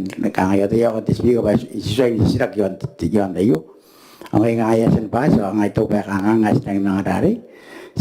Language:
Gilbertese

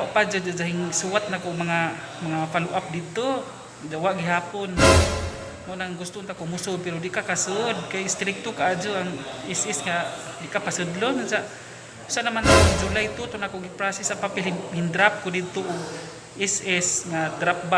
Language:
Cebuano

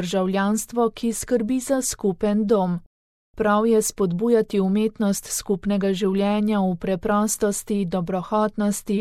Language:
Slovenian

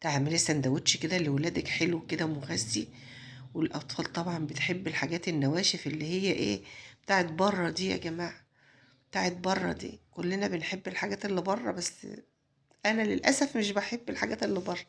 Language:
Egyptian Arabic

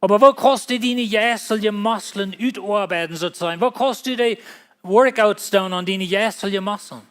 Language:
Plautdietsch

